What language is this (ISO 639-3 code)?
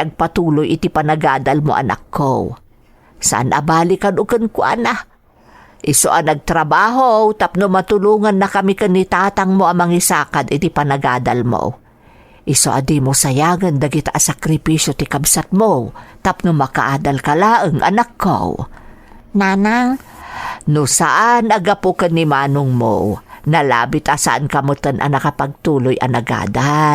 ilo